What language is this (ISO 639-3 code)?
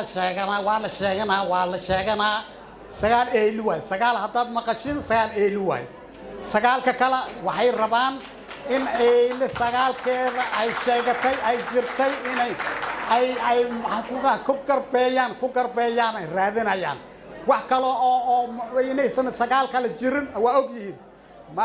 som